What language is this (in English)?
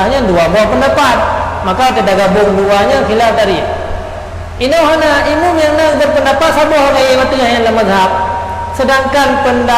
Achinese